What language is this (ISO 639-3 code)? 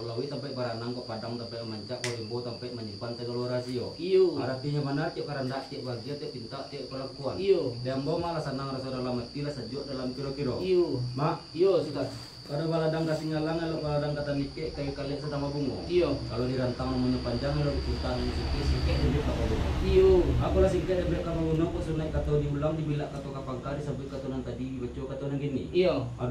min